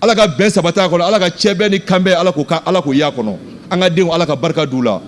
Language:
Bambara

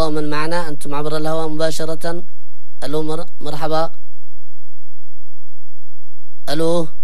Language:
Arabic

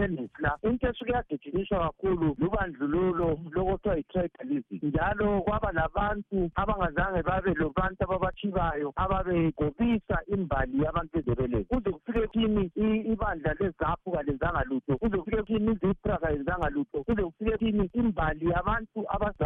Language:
North Ndebele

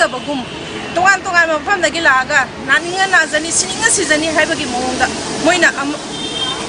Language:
Manipuri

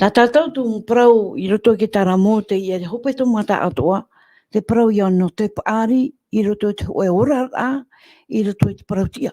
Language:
Tahitian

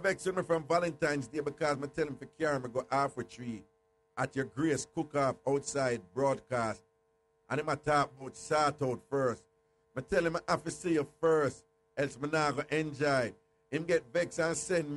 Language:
Jamaican Creole English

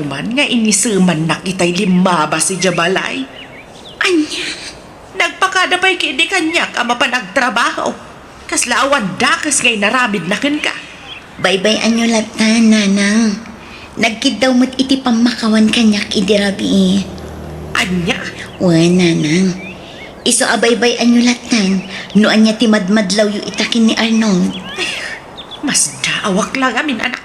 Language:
Iloko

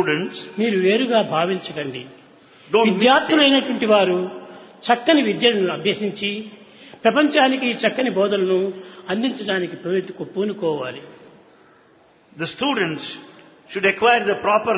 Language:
Telugu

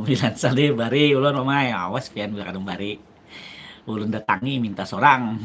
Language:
Banjar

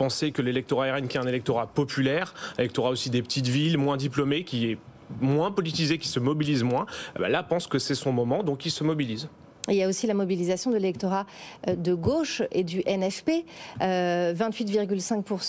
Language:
French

